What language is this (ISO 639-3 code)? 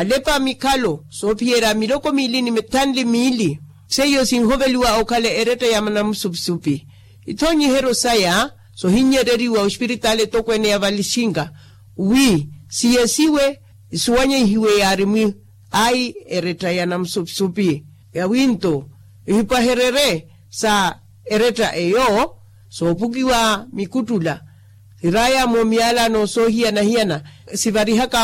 vmw